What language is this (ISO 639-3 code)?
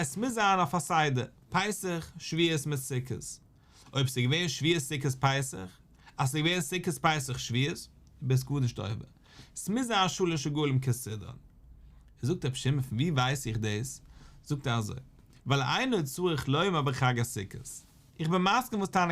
yid